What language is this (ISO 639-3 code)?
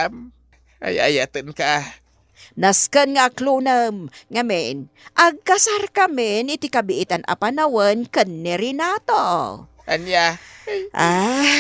ilo